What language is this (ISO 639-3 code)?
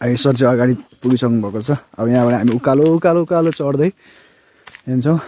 nep